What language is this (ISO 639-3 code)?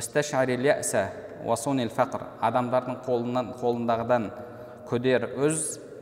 kaz